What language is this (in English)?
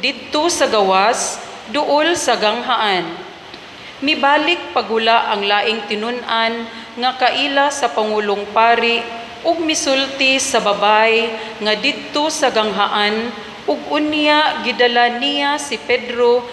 Cebuano